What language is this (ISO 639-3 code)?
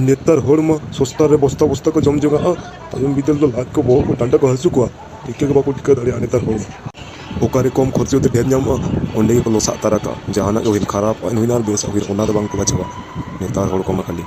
sat